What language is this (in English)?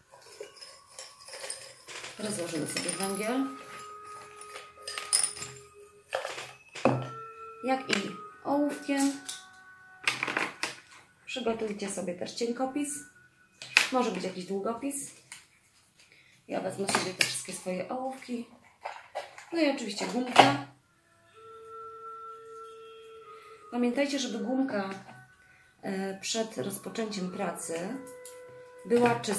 Polish